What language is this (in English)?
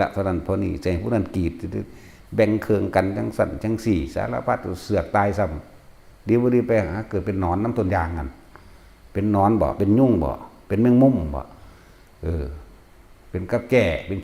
Northeastern Thai